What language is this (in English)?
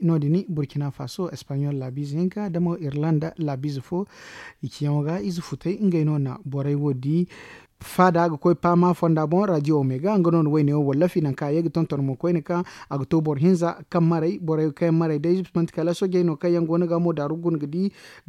Zarma